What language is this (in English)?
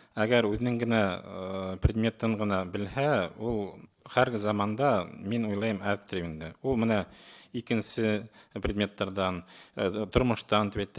Bashkir